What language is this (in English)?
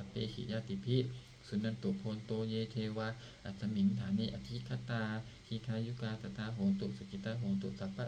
Pali